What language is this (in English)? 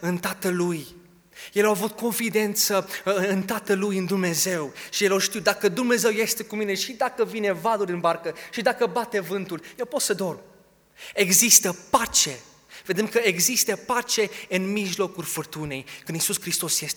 Romanian